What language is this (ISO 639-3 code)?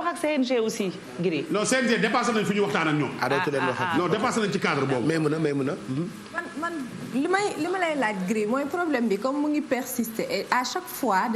wol